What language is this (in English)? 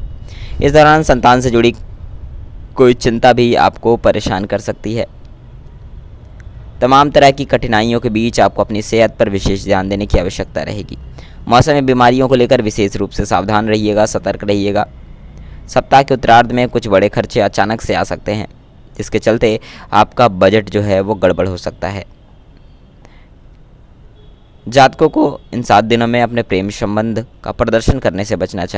Hindi